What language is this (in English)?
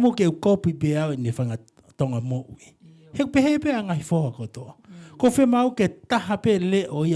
Tongan